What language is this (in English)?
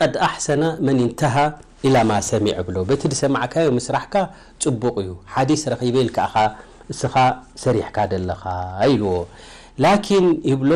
Tigrinya